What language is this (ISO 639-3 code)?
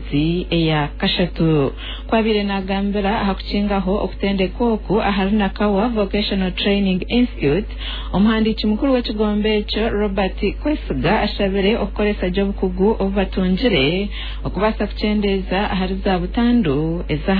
nyn